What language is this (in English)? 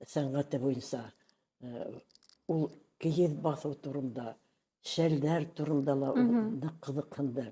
Bashkir